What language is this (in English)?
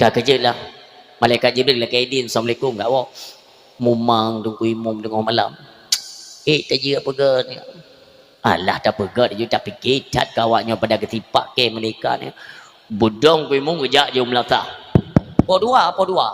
Achinese